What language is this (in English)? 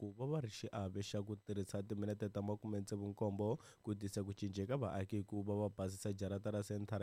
Tsonga